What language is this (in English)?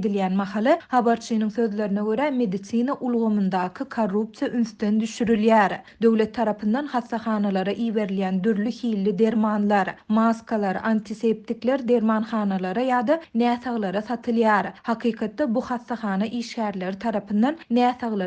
Turkmen